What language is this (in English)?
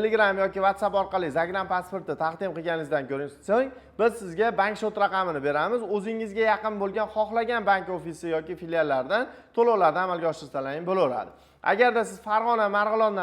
Uzbek